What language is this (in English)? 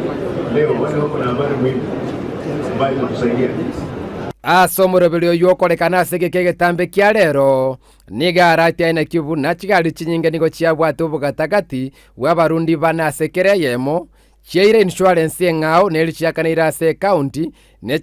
Gusii